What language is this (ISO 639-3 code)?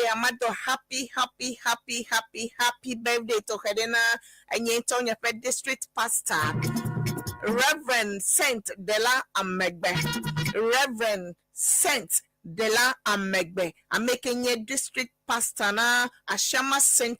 ewe